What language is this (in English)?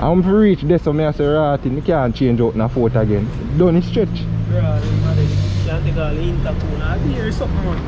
Jamaican Creole English